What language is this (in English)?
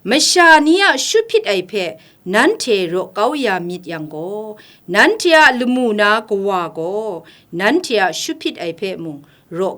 Kachin